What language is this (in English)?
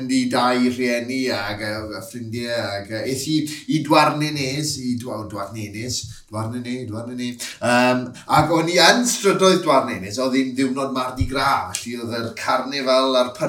Welsh